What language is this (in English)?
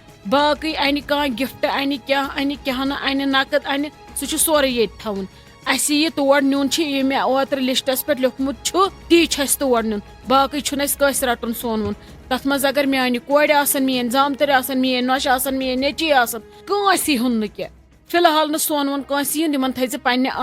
Kashmiri